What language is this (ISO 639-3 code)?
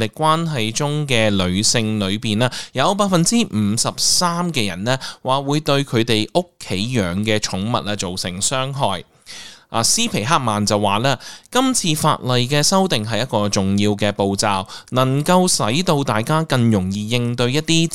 yue